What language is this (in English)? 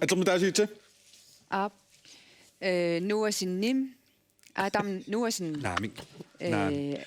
Kalaallisut